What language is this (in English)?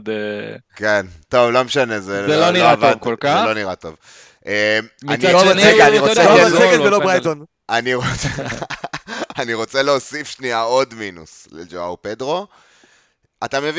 Hebrew